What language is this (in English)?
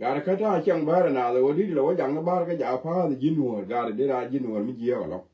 Nuer